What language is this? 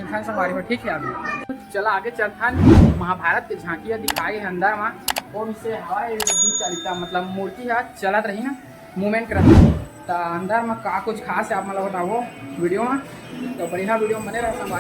Chhattisgarhi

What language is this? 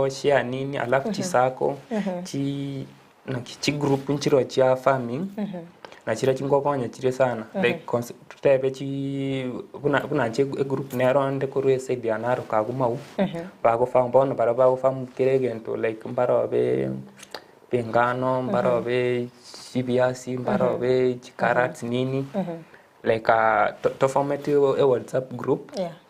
Gusii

